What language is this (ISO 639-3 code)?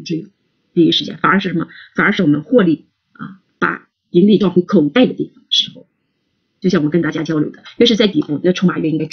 zho